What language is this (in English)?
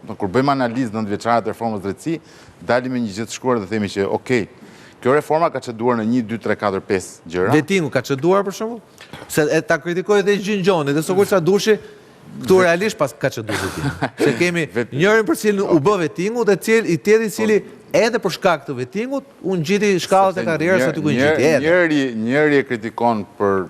Albanian